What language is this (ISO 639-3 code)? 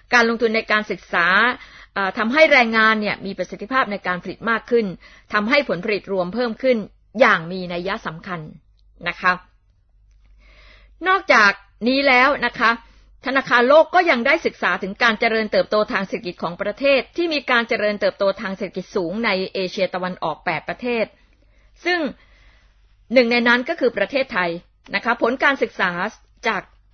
tha